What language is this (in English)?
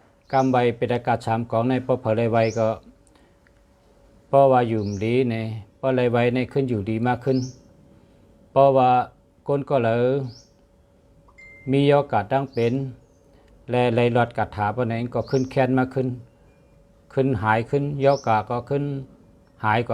Shan